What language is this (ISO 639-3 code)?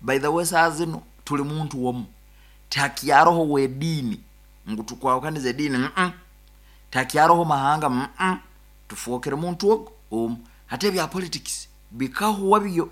nyo